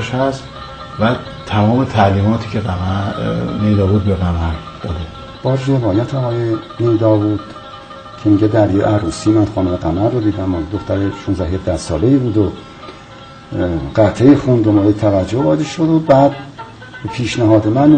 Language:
Persian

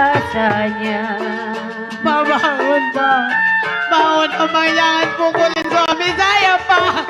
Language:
Betawi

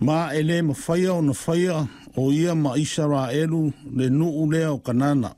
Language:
Samoan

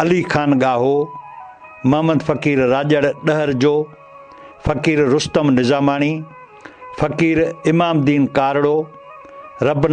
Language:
Sindhi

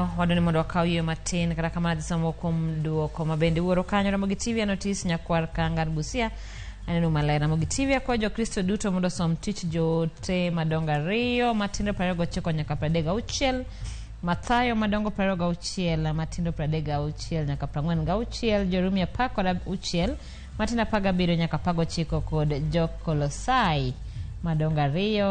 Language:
Luo (Kenya and Tanzania)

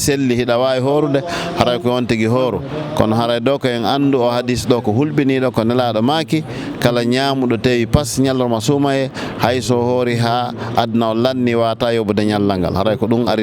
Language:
Fula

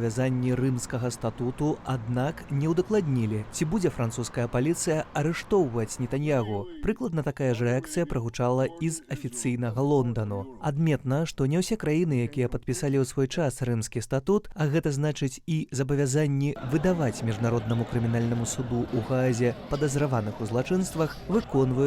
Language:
Belarusian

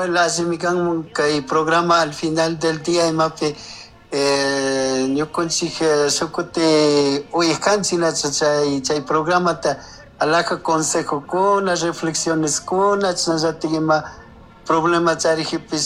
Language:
Chimborazo Highland Quichua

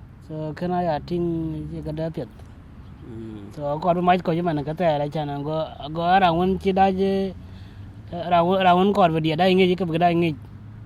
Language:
Dinka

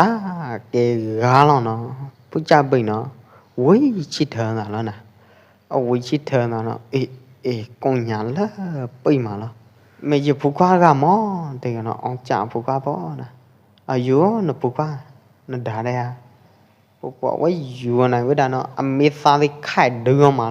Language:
Pwo Eastern Karen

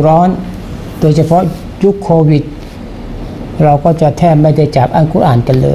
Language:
Thai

